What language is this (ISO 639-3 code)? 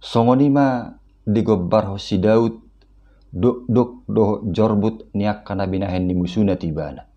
bbc